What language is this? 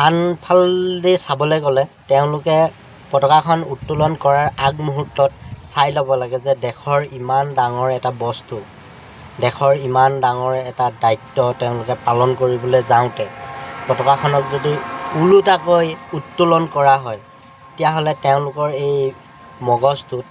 Assamese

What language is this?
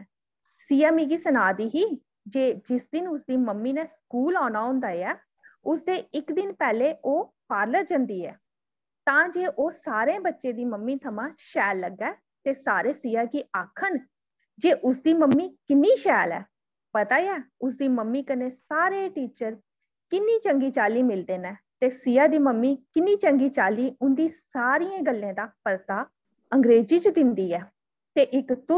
Dogri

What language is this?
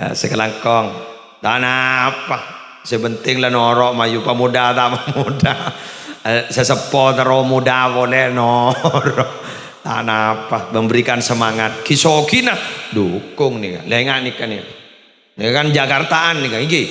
Madurese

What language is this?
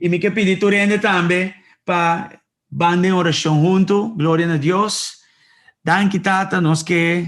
Papiamento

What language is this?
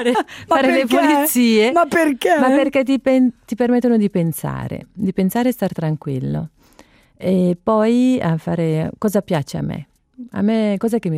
Italian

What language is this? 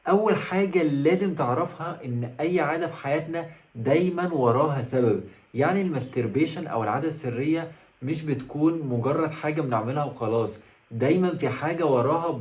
Egyptian Arabic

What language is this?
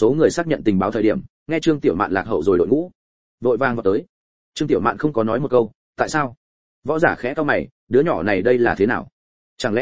Vietnamese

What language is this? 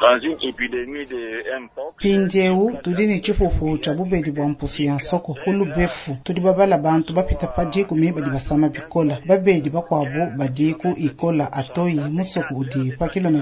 Luba-Lulua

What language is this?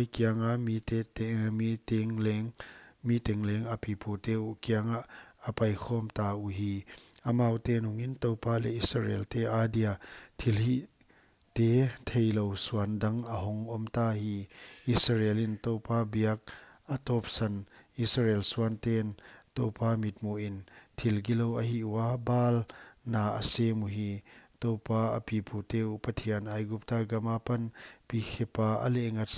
Paite Chin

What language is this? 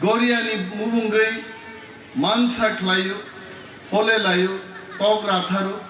Kok Borok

